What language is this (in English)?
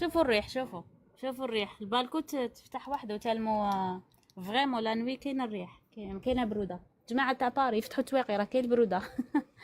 Algerian Arabic